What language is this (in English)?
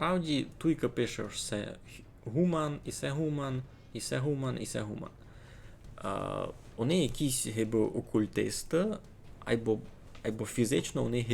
Rusyn